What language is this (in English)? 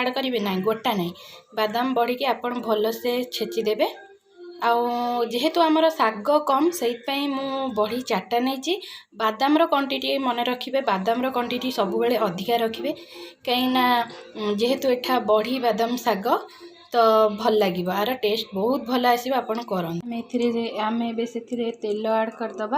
Odia